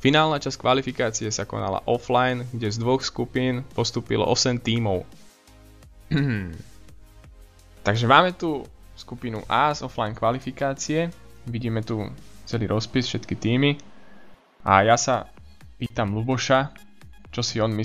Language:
Slovak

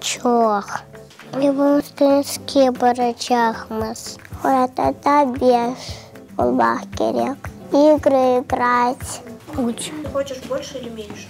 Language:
Crimean Tatar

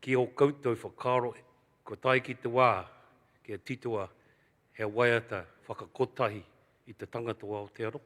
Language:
Māori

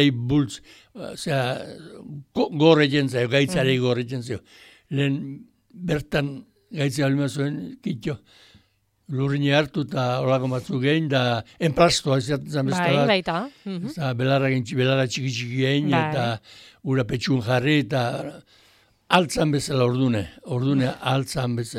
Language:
Basque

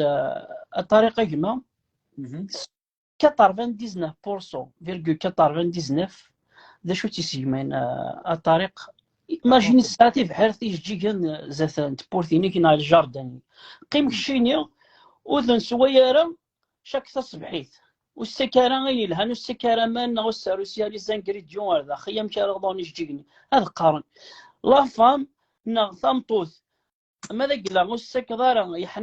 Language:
Kabyle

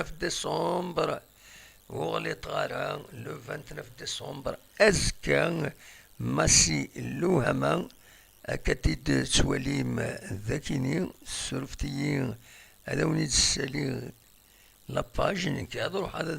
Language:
Kabyle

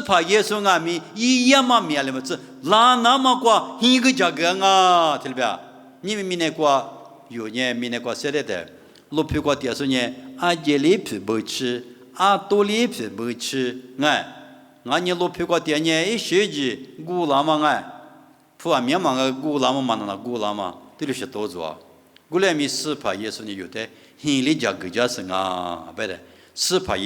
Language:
Lisu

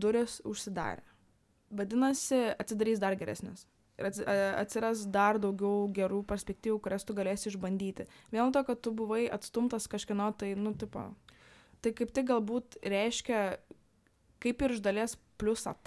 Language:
Lithuanian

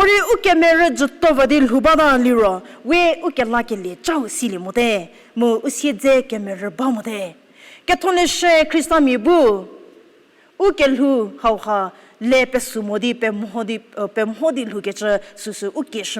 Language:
Angami Naga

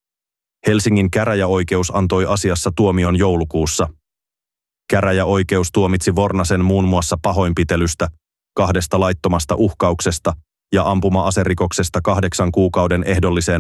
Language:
Finnish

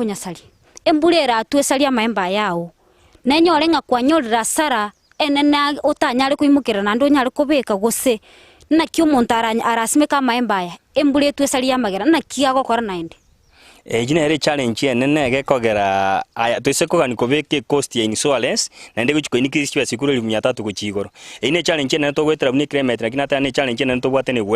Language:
Gusii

